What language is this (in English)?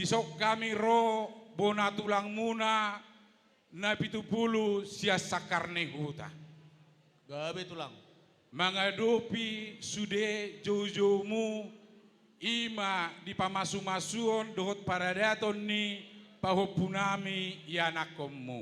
Batak Toba